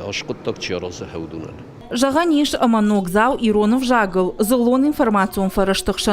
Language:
Ossetic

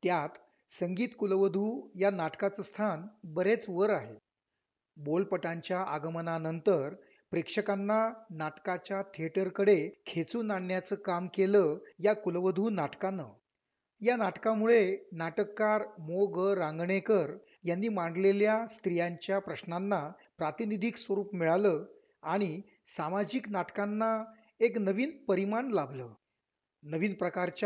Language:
Marathi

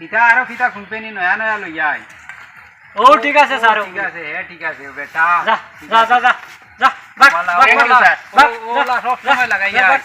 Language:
Sylheti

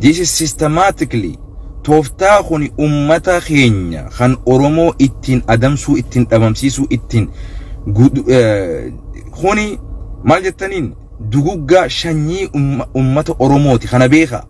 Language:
Oromo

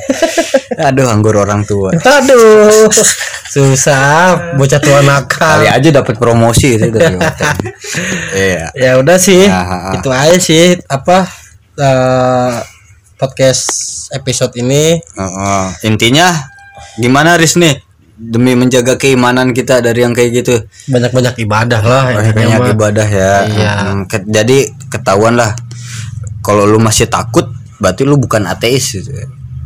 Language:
Indonesian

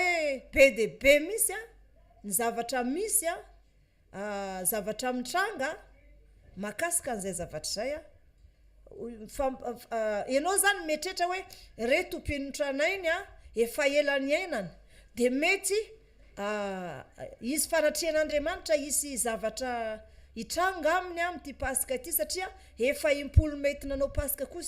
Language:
Malagasy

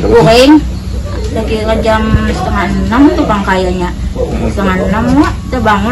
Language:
Banjar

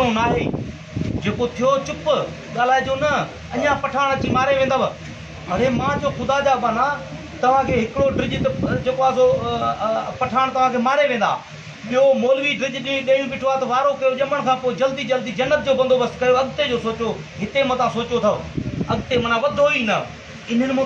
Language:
Sindhi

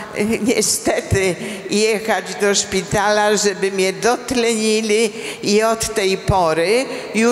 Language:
Polish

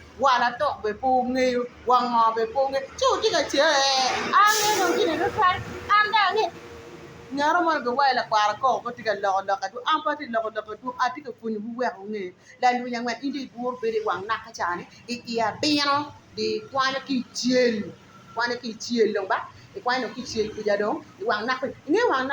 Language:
Acoli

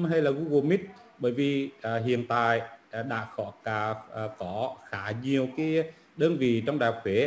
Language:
Vietnamese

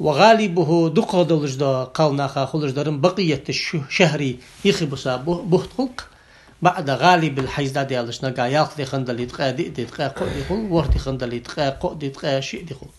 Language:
Ingush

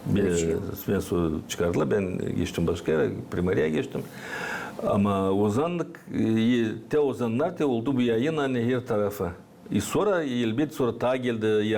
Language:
Gagauz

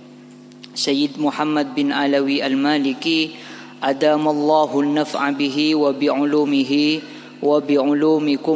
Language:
Indonesian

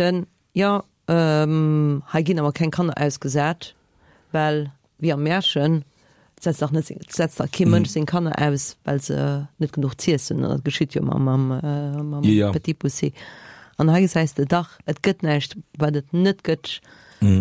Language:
Luxembourgish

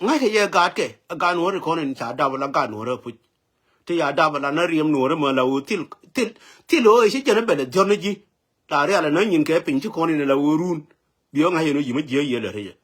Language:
Nuer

